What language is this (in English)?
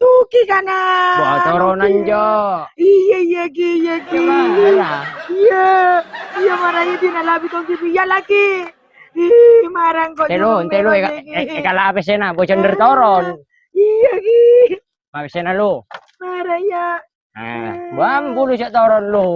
Madurese